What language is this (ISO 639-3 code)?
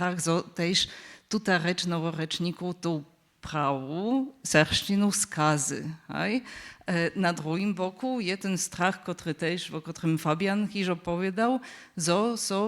hsb